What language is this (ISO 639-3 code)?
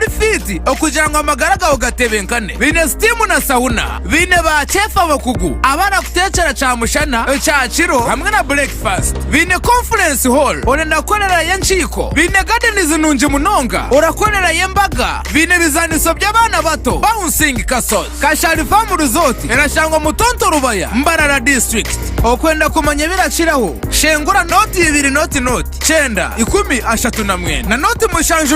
nyn